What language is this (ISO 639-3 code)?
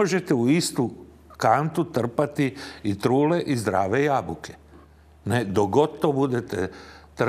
hrv